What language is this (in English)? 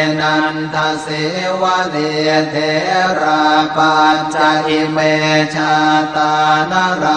Pali